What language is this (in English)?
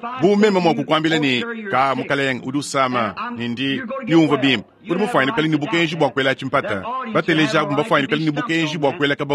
Luba-Lulua